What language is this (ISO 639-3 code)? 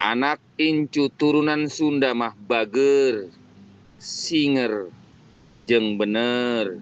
sun